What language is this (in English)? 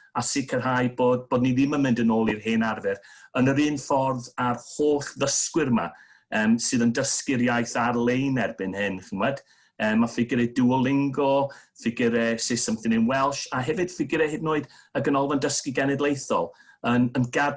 Welsh